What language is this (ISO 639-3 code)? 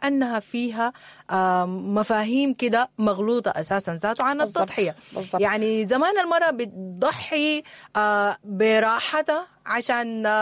apd